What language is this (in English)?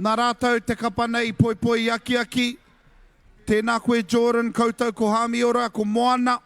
Māori